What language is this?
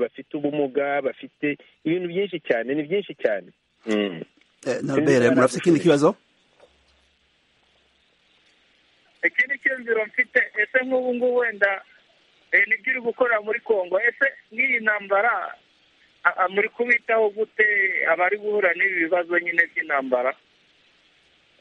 Kinyarwanda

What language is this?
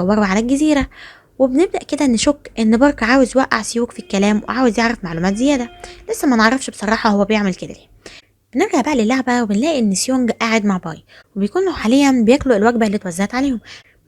Egyptian Arabic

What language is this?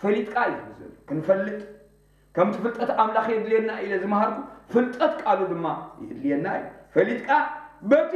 Tigrinya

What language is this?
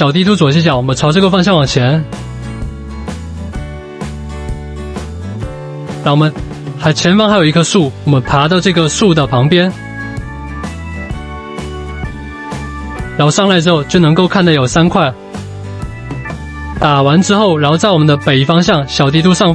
Chinese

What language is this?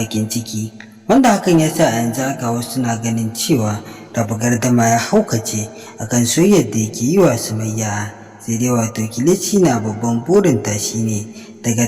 Hausa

